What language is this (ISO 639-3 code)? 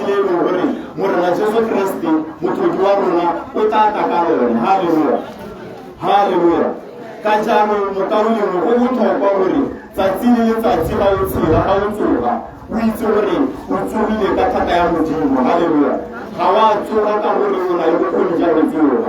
tsn